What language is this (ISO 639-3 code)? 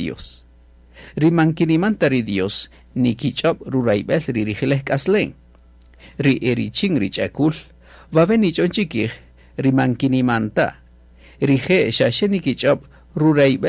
cak